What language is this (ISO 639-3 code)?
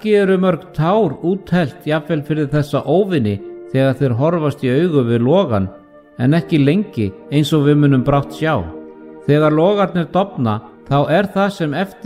isl